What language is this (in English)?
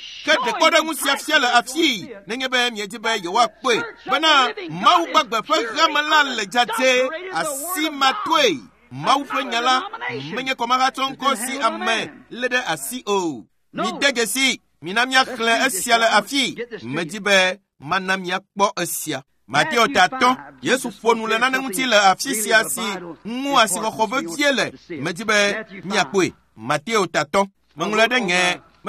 Ewe